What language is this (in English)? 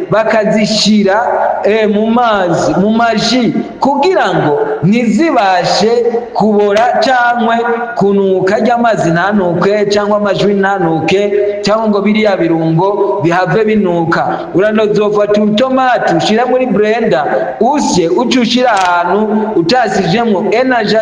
Rundi